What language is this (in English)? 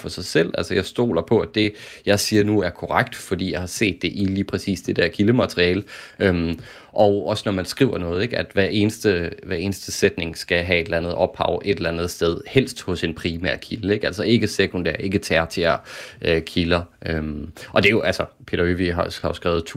Danish